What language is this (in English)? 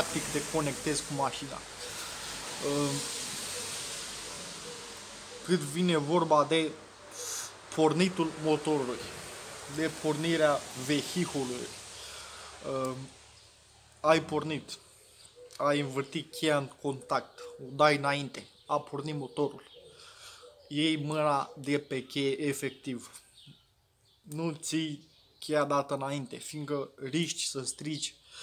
Romanian